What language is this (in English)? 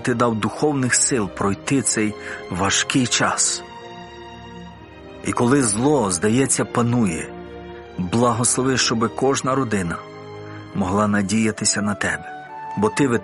Ukrainian